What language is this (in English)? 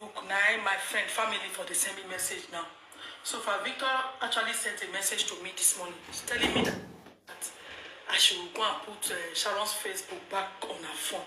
Nigerian Pidgin